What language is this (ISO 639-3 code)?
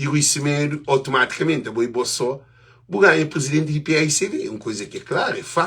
kea